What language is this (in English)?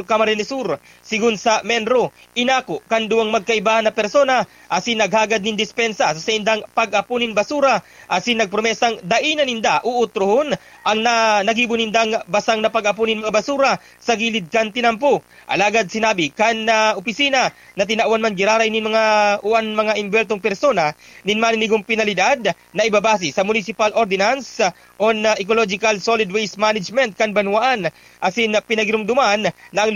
Bikol